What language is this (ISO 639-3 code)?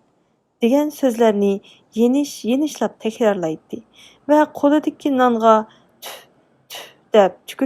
uig